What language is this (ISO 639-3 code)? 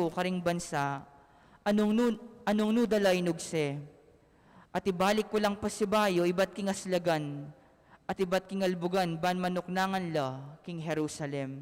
pam